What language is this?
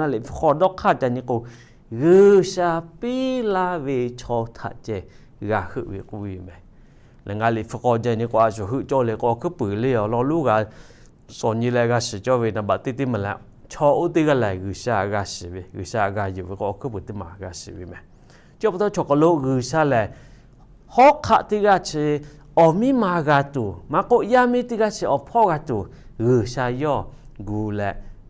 Lahu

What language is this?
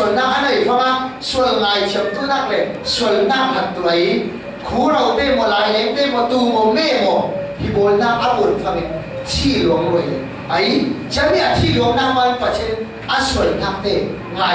Falam Chin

